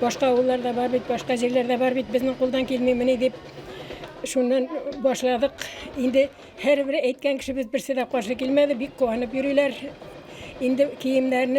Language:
Bashkir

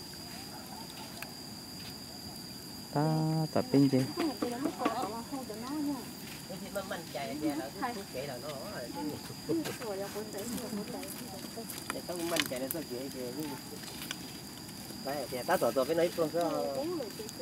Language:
Vietnamese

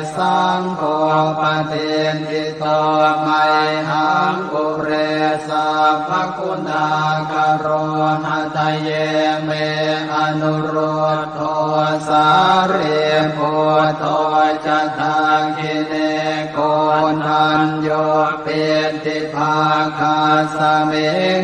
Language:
Pali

